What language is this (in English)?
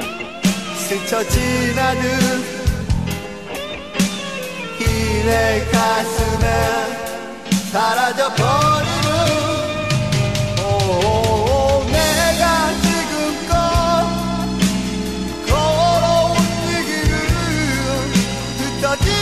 Korean